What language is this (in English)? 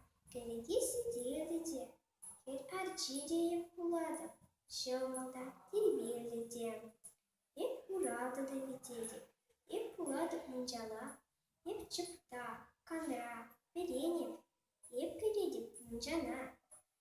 Chuvash